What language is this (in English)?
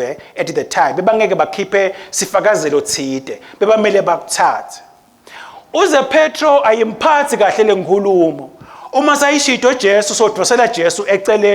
Swati